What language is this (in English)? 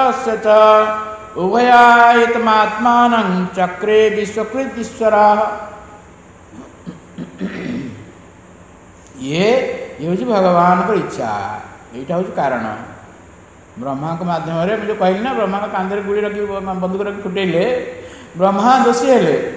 Odia